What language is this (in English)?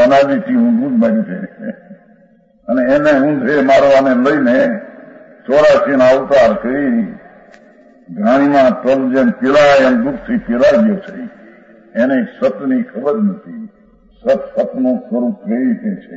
Gujarati